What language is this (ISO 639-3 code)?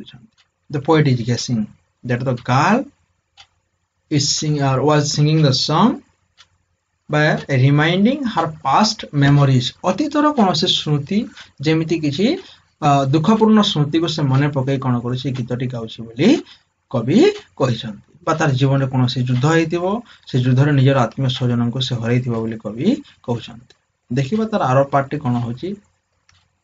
ori